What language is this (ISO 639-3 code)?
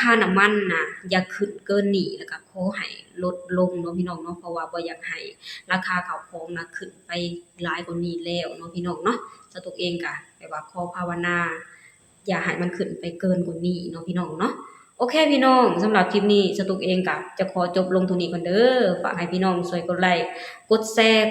lao